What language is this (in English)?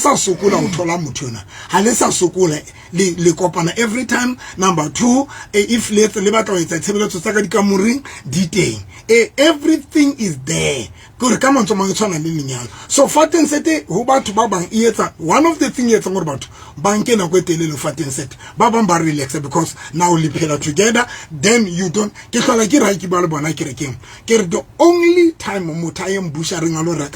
Southern Sotho